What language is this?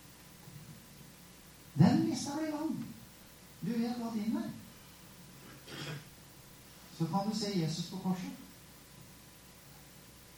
Norwegian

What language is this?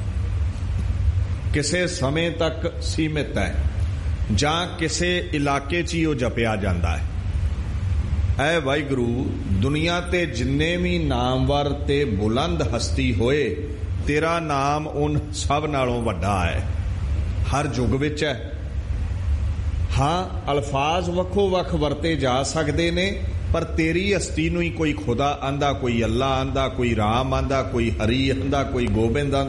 Punjabi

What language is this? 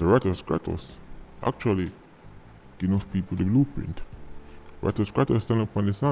Jamaican Creole English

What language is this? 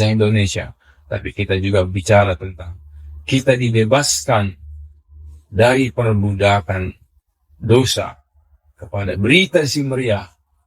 Batak Karo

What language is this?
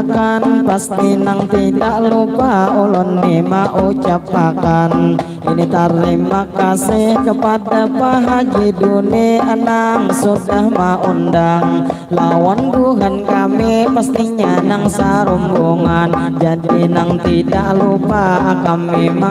Banjar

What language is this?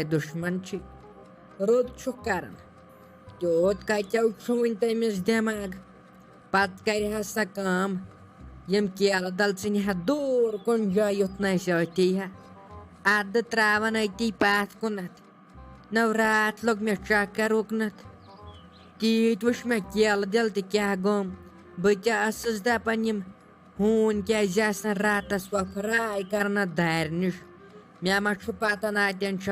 Kashmiri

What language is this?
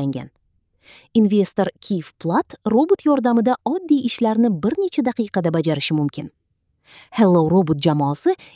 Uzbek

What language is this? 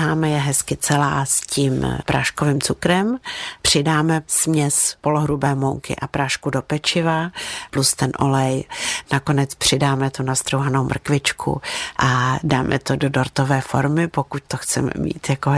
Czech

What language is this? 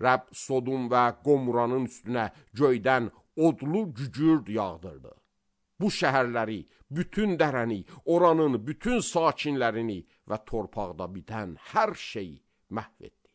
Azerbaijani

